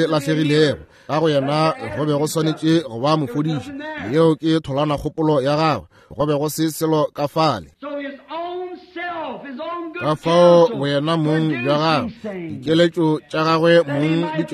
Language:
Northern Sotho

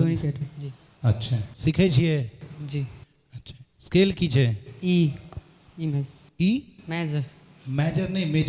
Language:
Maithili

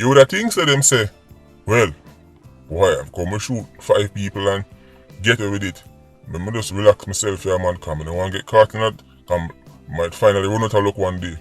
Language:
Jamaican Creole English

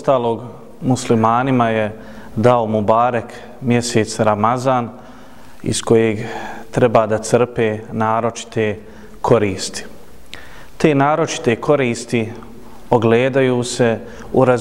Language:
Bosnian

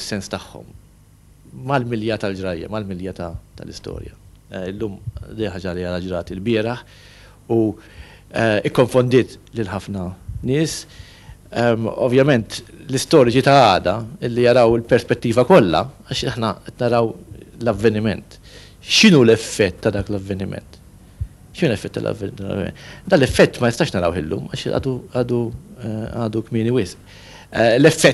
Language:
Maltese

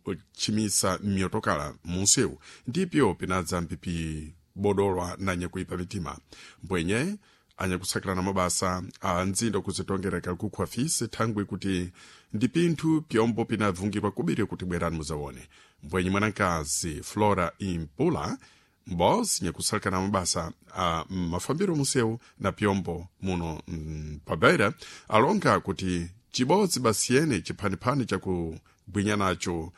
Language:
Sena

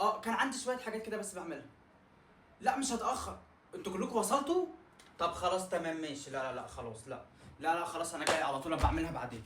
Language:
Egyptian Arabic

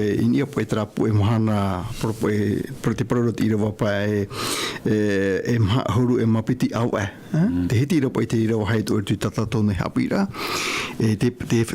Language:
Tahitian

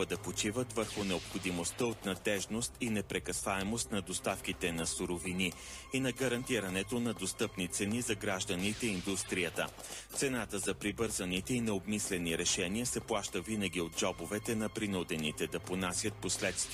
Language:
Bulgarian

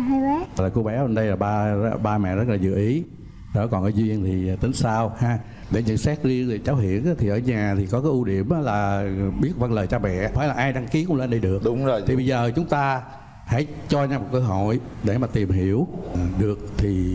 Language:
Vietnamese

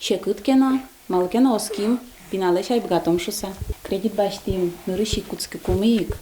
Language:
Udmurt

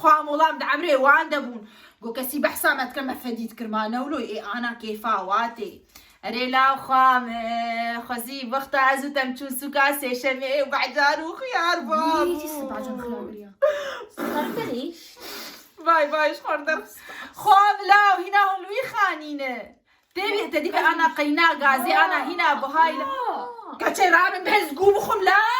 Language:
Kurdish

